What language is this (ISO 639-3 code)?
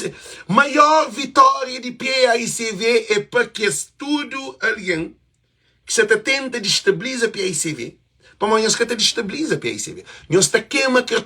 kea